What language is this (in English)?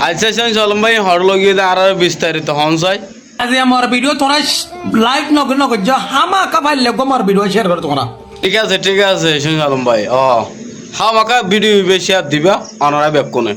Rohingya